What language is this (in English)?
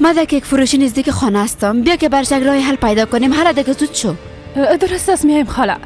Persian